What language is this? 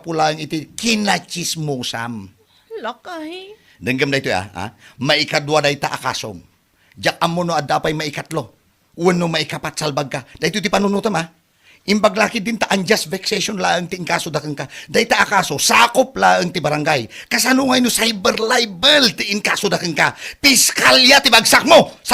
Iloko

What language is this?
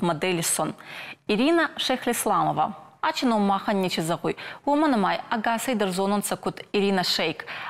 Ossetic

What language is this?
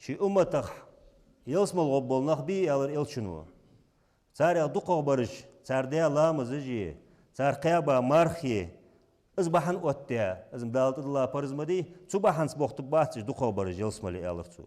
Ingush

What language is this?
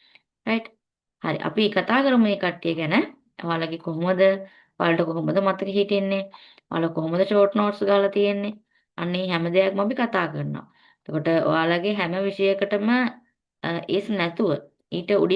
Sinhala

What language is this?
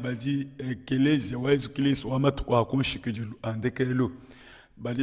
Luba-Lulua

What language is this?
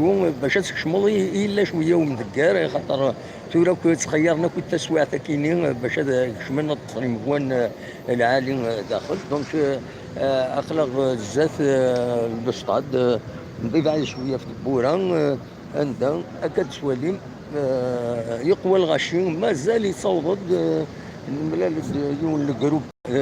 Kabyle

